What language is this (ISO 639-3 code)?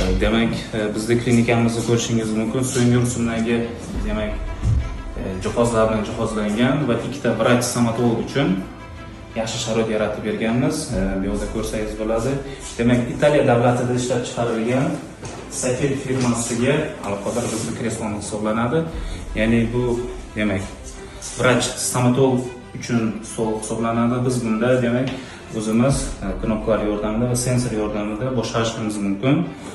uzb